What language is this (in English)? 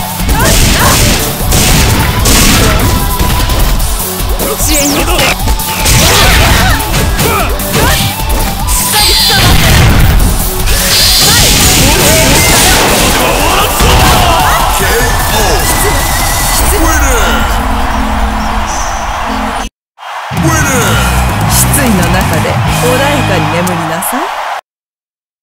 Japanese